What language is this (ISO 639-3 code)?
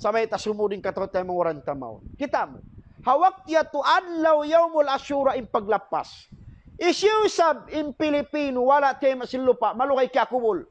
tsg